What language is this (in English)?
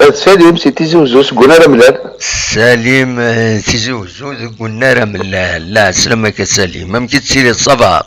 Kabyle